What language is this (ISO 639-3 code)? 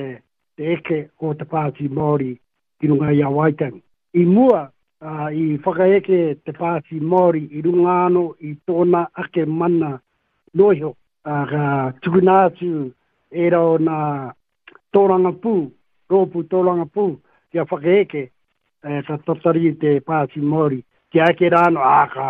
mri